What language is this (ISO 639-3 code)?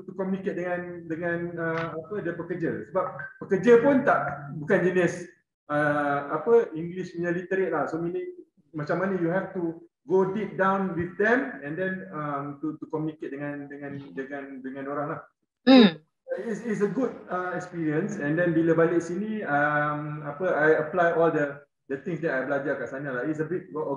msa